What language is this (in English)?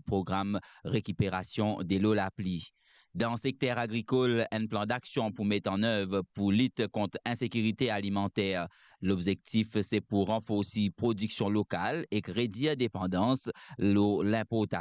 Morisyen